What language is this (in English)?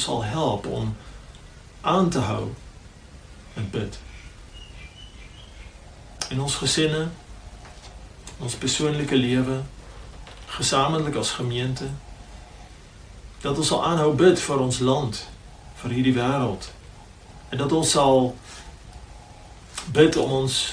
Afrikaans